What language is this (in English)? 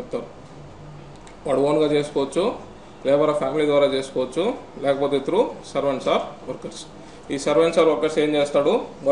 Telugu